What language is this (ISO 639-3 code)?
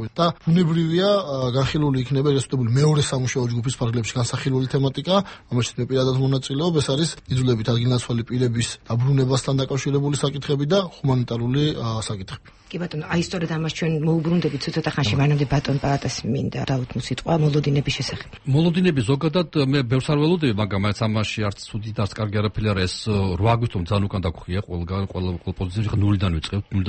kat